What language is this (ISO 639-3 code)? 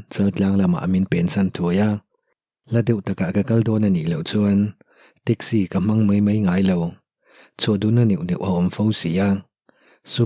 lus